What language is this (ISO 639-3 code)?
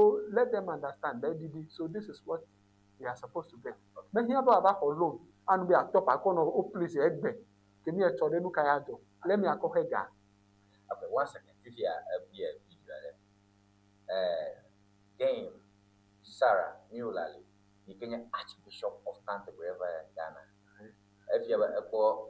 ewe